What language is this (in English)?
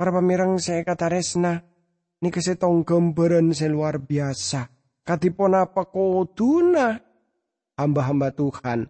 Madurese